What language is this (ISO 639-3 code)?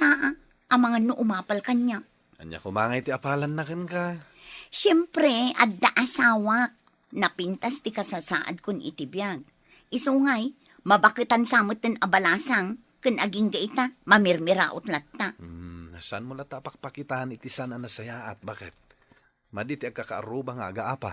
ilo